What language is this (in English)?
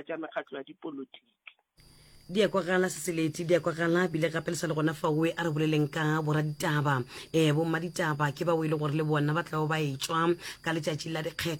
Northern Sotho